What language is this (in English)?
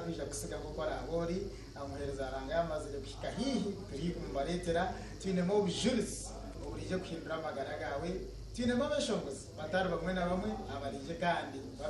Nyankole